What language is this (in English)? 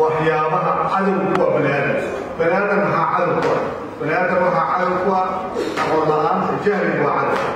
Somali